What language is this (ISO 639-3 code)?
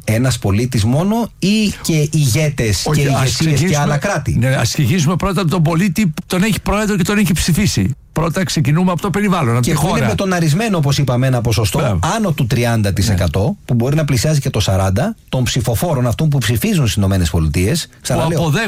ell